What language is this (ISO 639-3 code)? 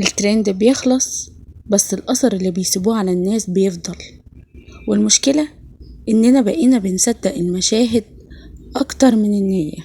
arz